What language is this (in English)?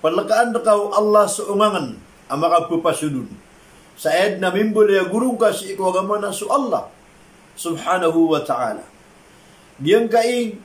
Maranao